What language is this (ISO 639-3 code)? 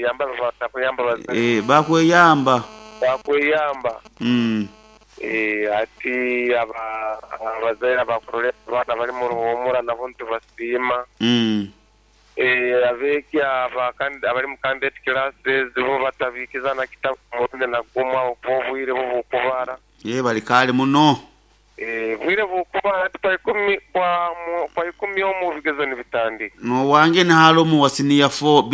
nyo